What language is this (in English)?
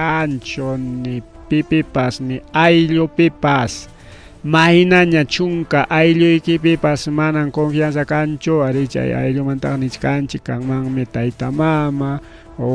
Ayacucho Quechua